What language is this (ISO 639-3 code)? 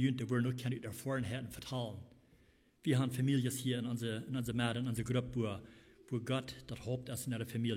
pdt